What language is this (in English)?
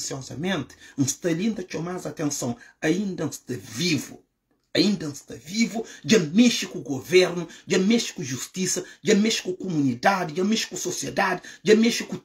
Kabuverdianu